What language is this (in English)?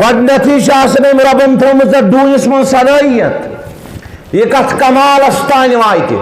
Kashmiri